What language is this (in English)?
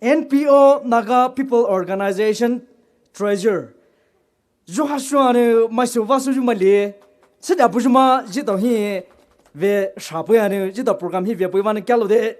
Poumei Naga